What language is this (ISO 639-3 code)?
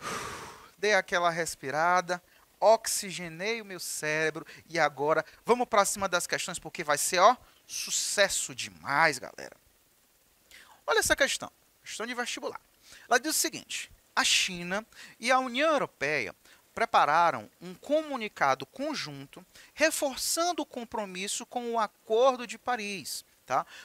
por